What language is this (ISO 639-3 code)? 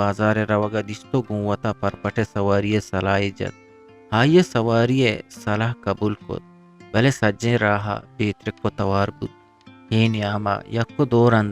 bgp